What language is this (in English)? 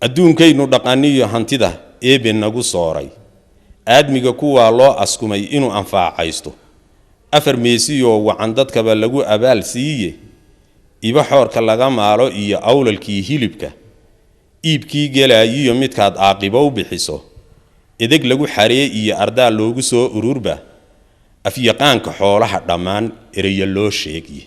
Somali